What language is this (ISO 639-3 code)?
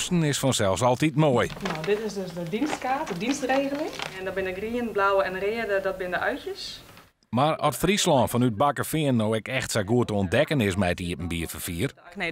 fry